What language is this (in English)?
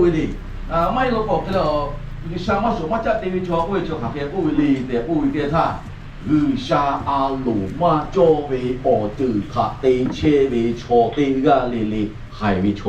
Lahu